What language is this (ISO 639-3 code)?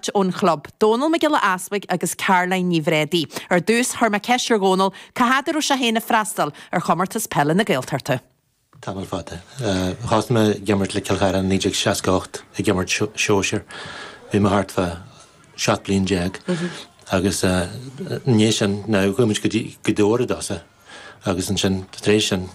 gle